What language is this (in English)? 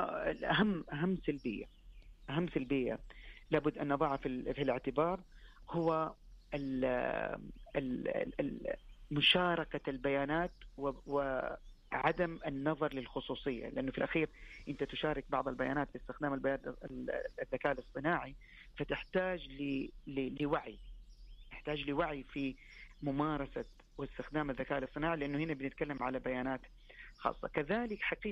Najdi Arabic